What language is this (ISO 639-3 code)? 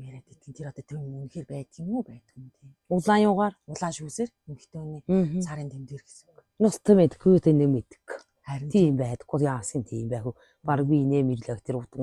mon